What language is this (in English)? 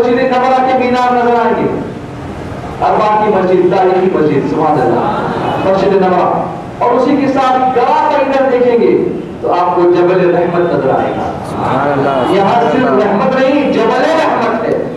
Urdu